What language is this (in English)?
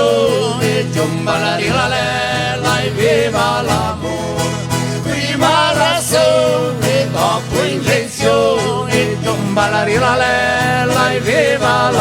Venetian